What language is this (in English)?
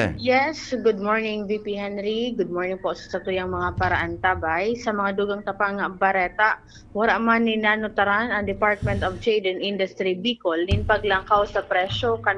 Bikol